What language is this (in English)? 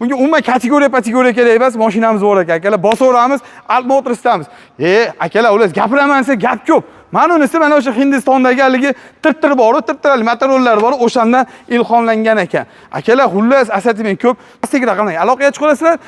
Uzbek